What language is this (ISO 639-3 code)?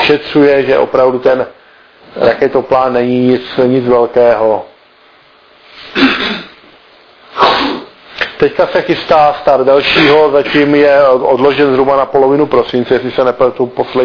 ces